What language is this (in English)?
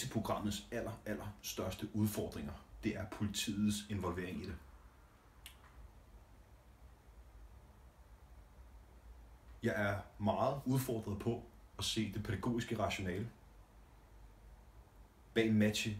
Danish